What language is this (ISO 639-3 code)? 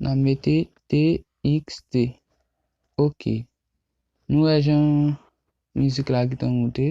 hat